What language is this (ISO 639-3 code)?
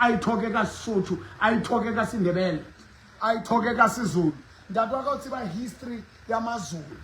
sot